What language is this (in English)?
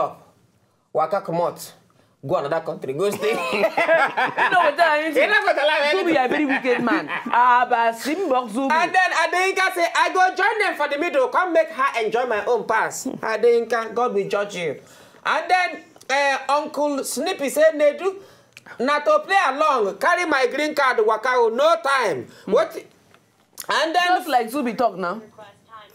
Nigerian Pidgin